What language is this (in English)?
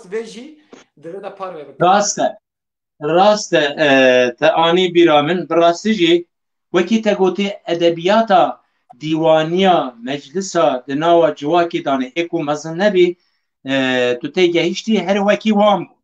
Kurdish